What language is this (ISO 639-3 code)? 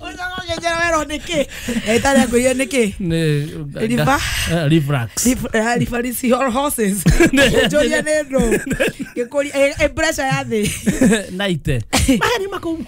kik